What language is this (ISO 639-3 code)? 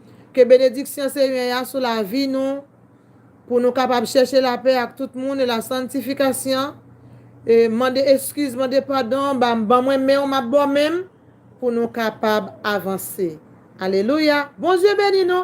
hat